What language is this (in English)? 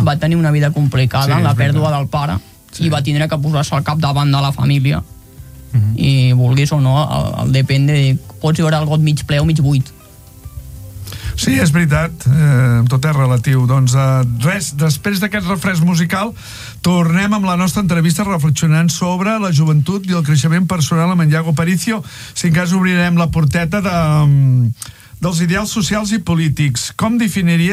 Catalan